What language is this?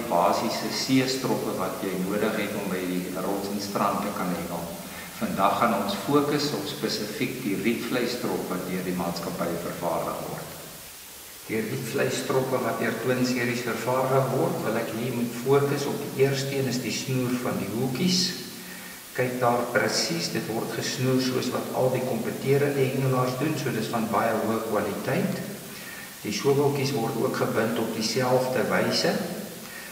Afrikaans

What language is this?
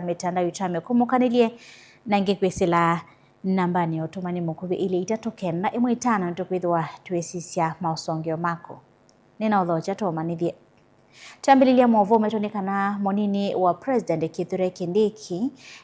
Kamba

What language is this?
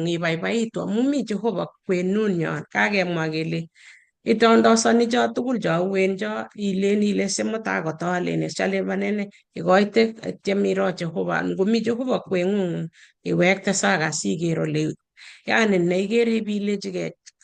Kalenjin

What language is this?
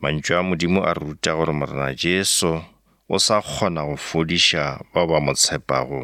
Northern Sotho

